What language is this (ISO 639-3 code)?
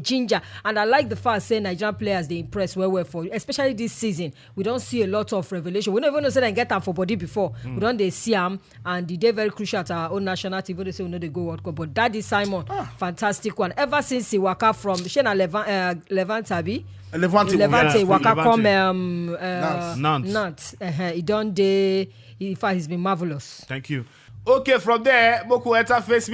pcm